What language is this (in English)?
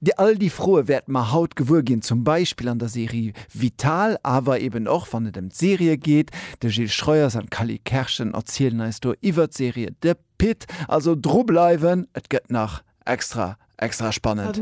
Luxembourgish